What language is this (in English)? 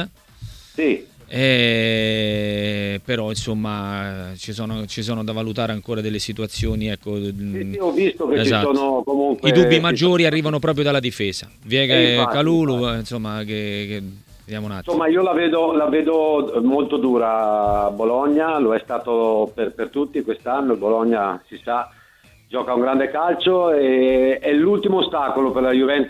Italian